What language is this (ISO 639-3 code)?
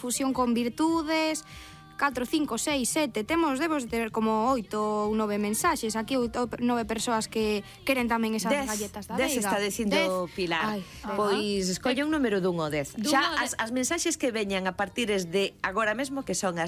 glg